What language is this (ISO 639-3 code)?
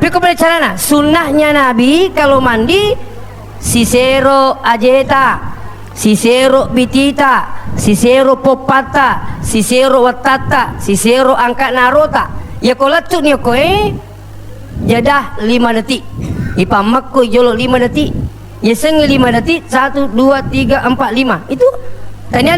bug